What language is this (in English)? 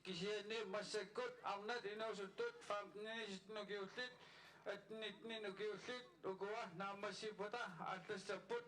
Kalaallisut